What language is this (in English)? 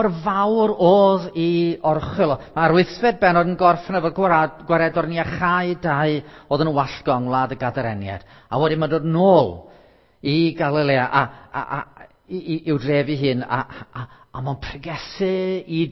Welsh